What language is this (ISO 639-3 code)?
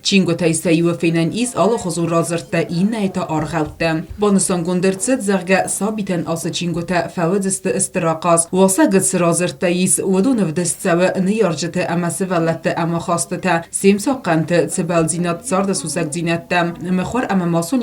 oss